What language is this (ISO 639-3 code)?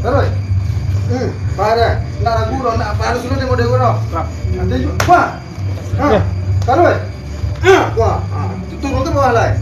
min